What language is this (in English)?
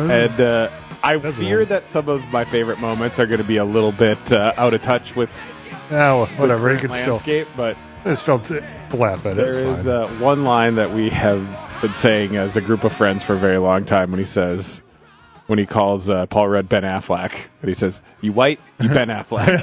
English